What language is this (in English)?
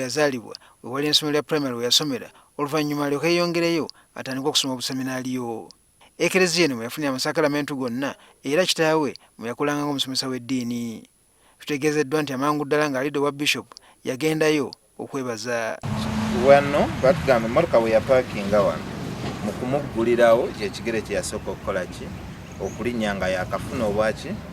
Ganda